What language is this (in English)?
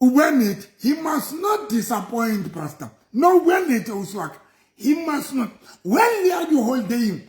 Southern Sotho